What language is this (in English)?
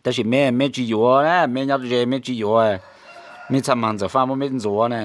Hmong